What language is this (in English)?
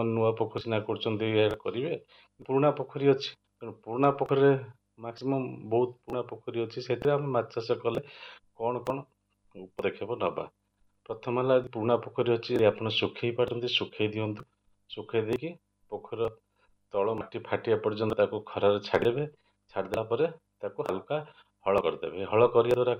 Odia